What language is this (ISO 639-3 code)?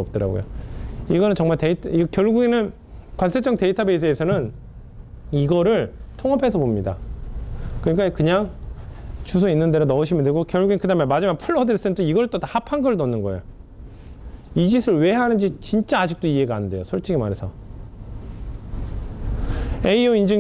kor